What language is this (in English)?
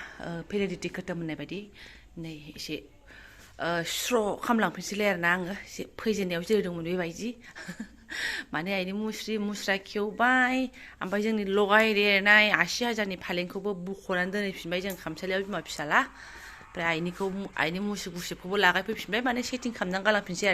Bodo